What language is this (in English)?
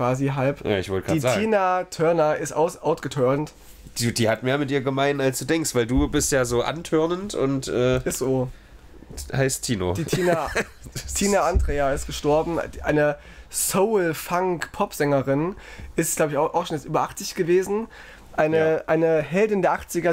German